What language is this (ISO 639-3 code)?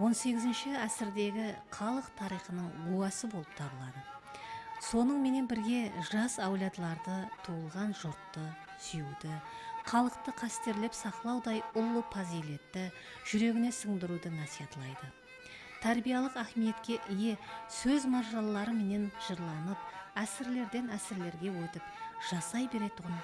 kaa